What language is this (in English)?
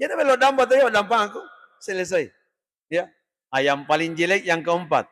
Buginese